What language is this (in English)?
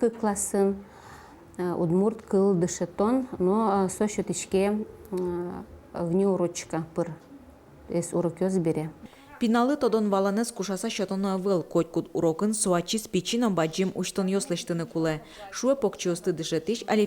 Udmurt